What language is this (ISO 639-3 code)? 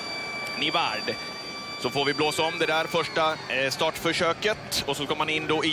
swe